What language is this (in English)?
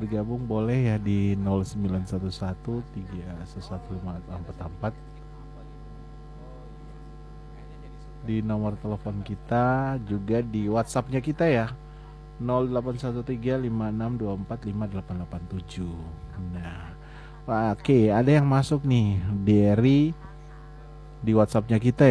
Indonesian